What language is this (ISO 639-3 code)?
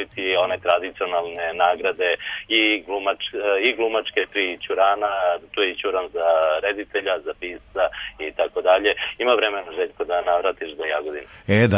srp